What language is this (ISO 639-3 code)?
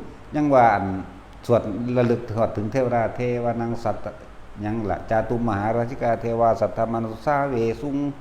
tts